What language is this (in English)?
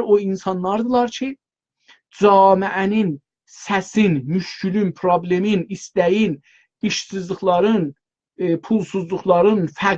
South Azerbaijani